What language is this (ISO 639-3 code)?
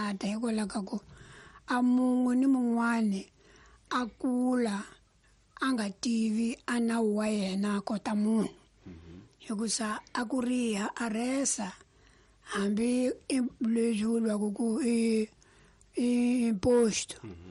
tso